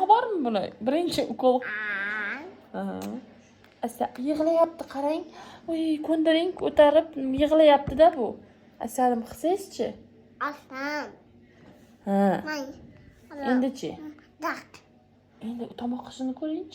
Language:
Uzbek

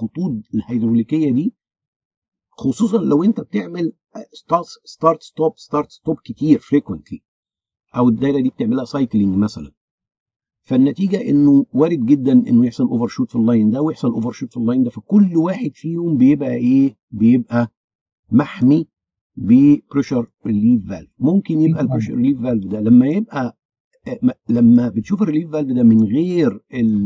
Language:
Egyptian Arabic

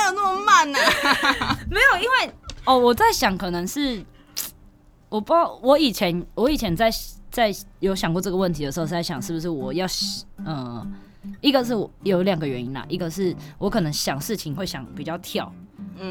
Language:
Chinese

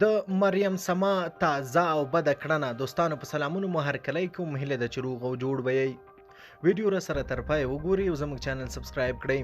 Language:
Pashto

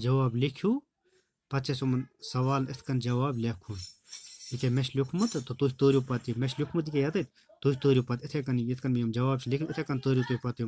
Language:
Kashmiri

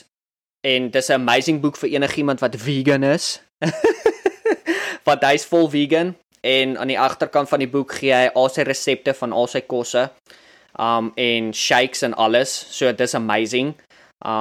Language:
Afrikaans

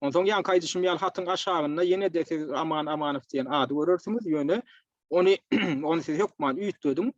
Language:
Turkmen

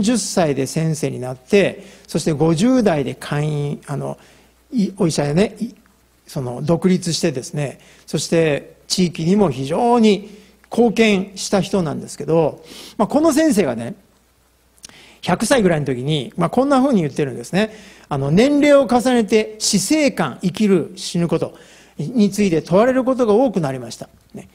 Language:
Japanese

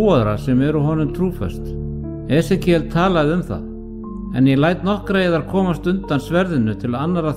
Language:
Icelandic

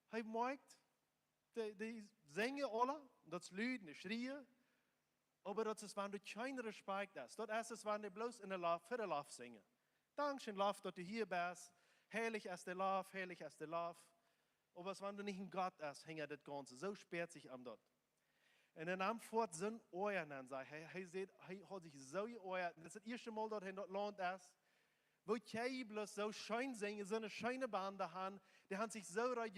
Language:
Plautdietsch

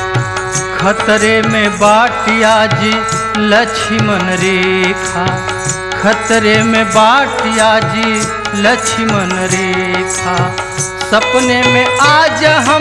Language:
Bhojpuri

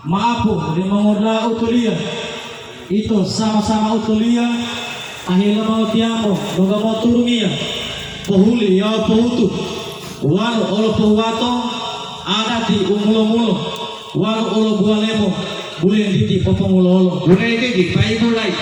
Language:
Gorontalo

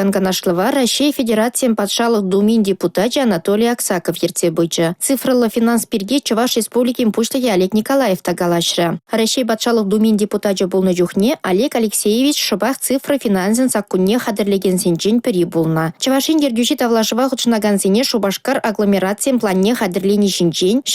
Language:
Chuvash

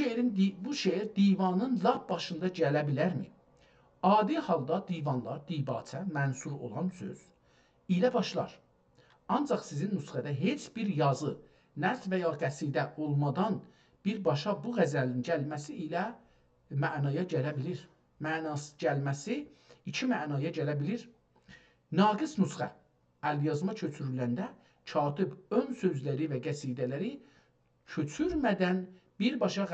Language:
South Azerbaijani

